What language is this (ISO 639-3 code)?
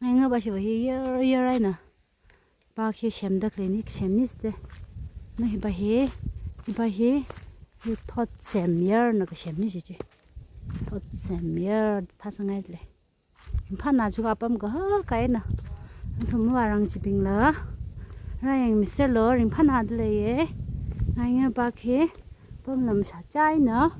nmf